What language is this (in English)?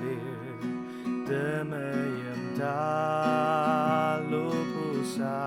Ao Naga